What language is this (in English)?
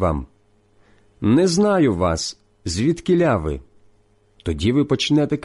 Ukrainian